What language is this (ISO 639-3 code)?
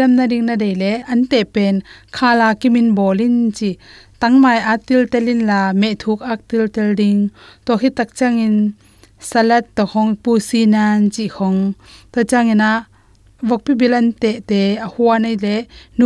ctd